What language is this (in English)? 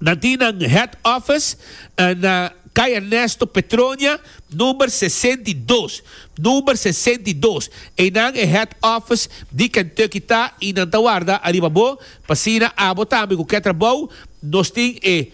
Papiamento